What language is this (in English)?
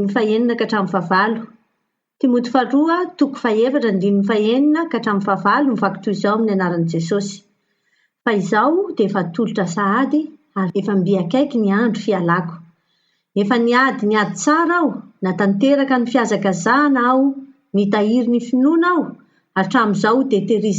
Malagasy